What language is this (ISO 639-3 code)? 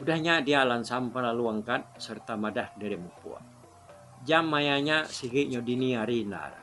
iba